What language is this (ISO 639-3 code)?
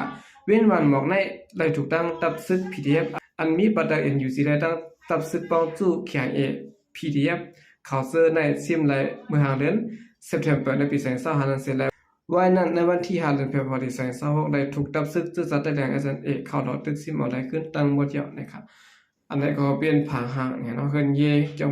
shn